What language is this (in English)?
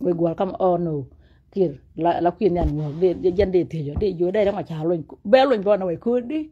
Nuer